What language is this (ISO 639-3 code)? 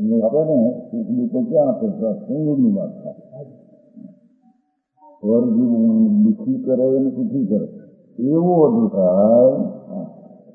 guj